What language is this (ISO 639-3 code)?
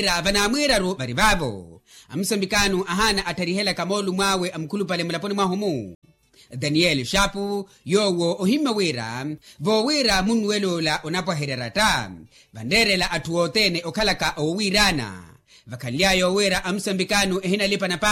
vmw